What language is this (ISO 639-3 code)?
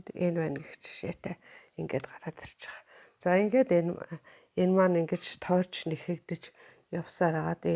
mon